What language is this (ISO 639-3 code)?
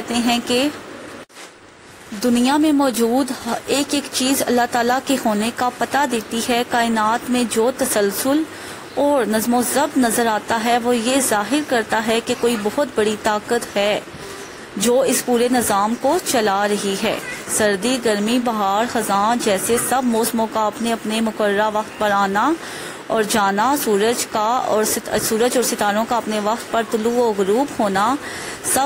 urd